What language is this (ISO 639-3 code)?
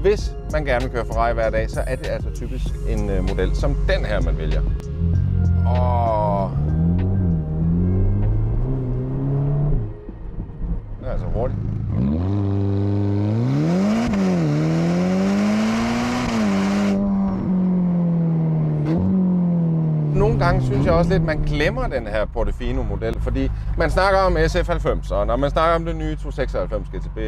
dan